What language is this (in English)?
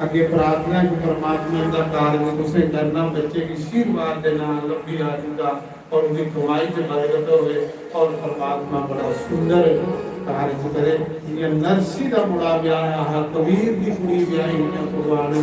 Dogri